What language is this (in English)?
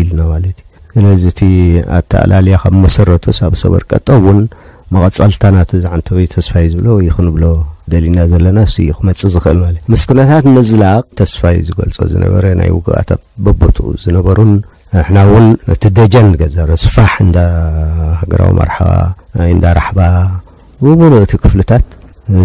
Tigrinya